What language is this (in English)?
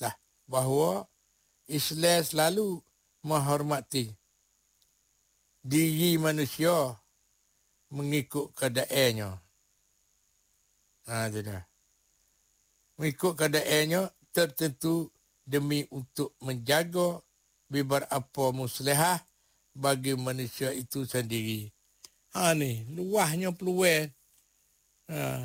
Malay